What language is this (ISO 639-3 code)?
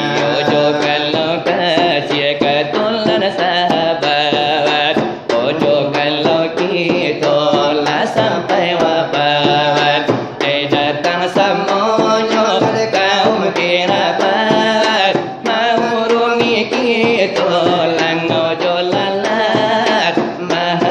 min